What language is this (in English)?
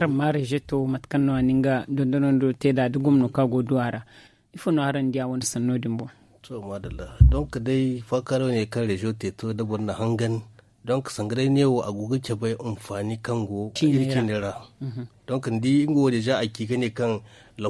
Zarma